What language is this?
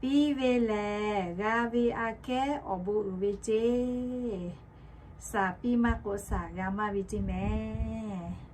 Lahu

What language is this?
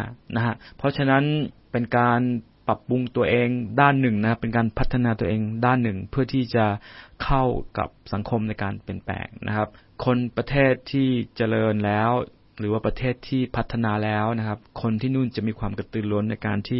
Thai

